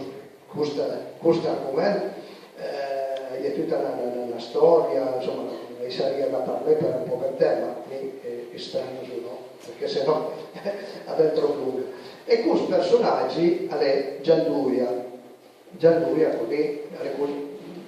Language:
Piedmontese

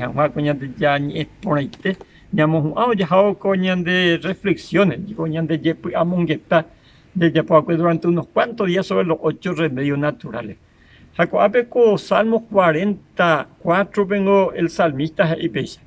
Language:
Guarani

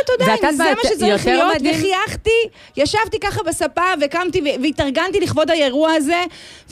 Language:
Hebrew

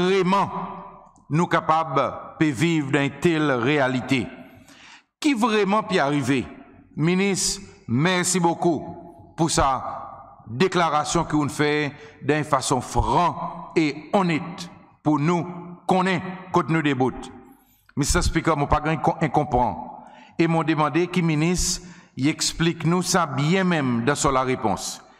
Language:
Seselwa Creole French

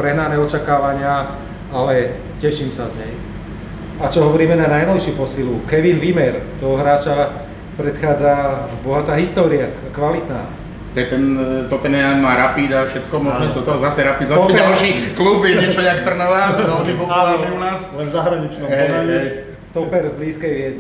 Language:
Slovak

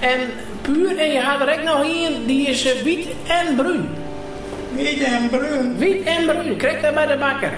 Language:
Western Frisian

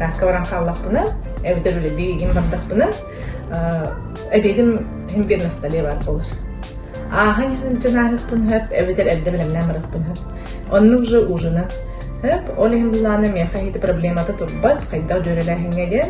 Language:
Yakut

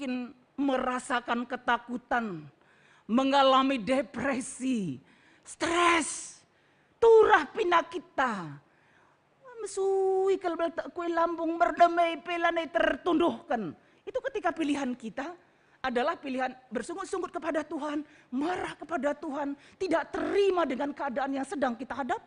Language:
Batak Karo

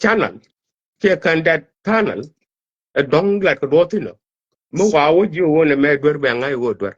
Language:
Nuer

